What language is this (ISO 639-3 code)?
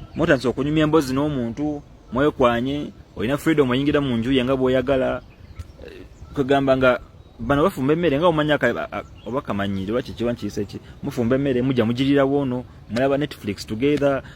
lug